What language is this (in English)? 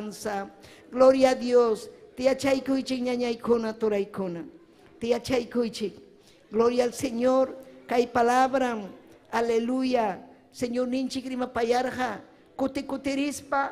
Ayacucho Quechua